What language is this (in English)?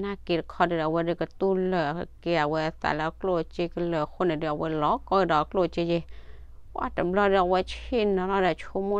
S'gaw Karen